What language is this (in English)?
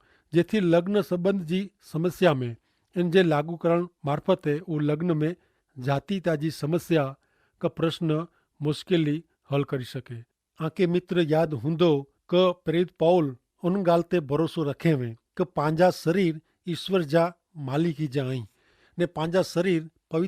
Kachhi